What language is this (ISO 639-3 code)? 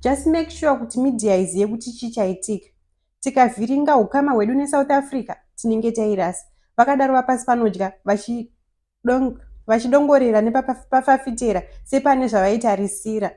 sna